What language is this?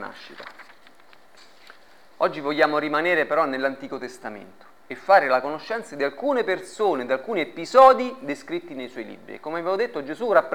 Italian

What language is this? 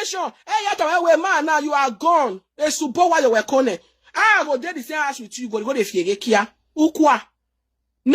Nigerian Pidgin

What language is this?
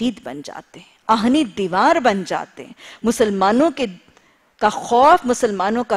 Urdu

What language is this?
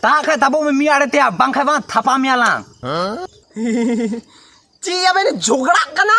Santali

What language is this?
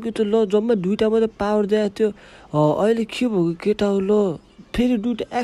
Nepali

